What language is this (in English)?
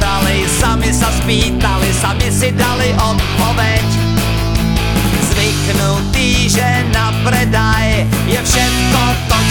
Slovak